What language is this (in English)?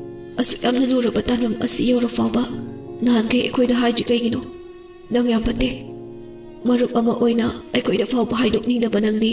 Manipuri